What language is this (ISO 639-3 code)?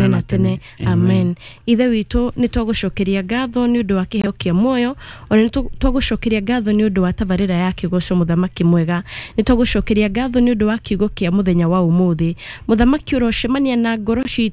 kik